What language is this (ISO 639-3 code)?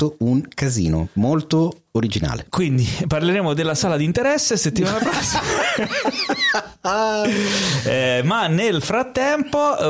ita